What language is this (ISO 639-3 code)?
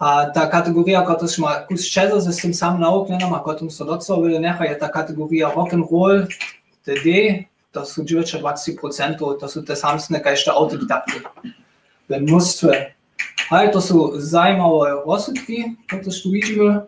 hsb